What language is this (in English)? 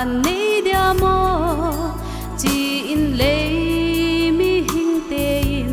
Paite Chin